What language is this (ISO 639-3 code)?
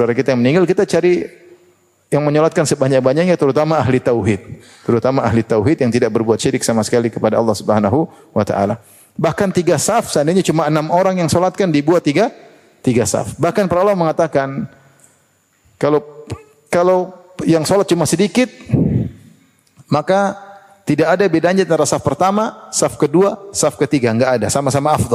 ind